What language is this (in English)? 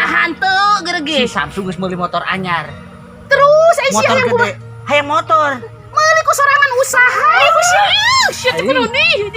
Sundanese